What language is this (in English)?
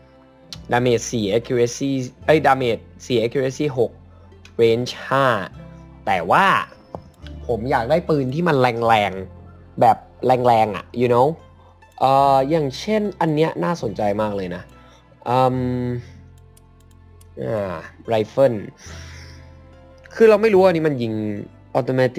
Thai